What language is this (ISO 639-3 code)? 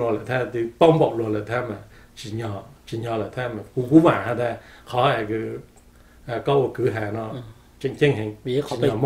hmn